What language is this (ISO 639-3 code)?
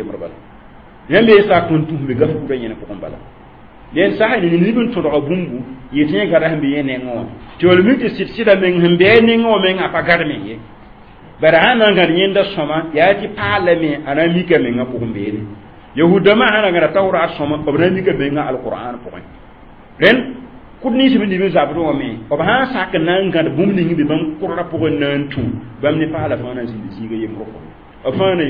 mos